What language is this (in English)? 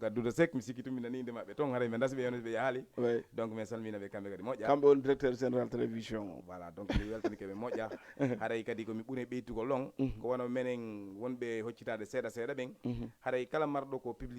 Fula